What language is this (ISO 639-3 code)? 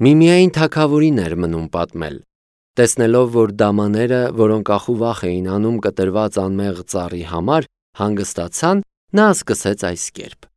hye